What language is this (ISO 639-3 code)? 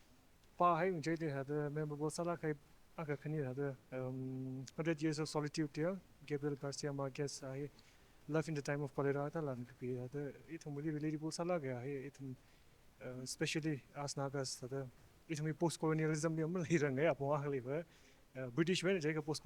nmf